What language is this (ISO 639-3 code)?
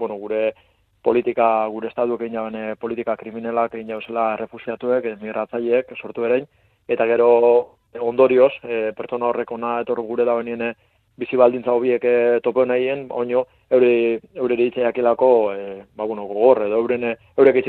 eus